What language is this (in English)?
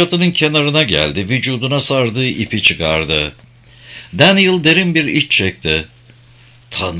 Turkish